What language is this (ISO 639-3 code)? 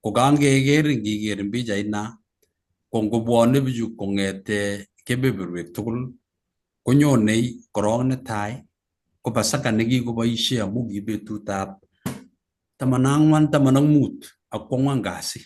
kln